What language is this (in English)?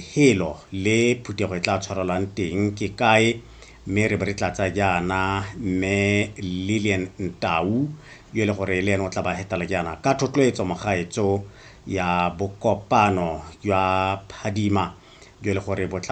Tswana